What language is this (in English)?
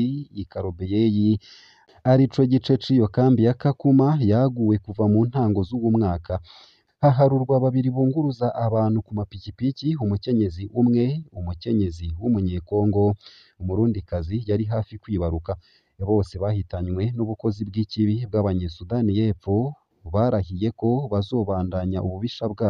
Rundi